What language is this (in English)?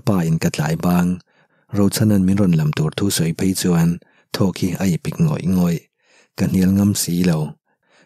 Mizo